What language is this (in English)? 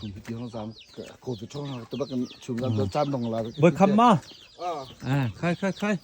Hakha Chin